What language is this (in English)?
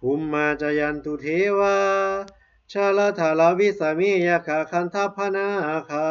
Pali